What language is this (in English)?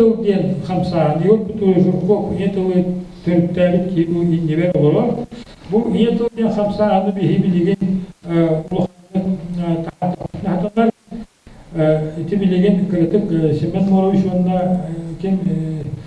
Yakut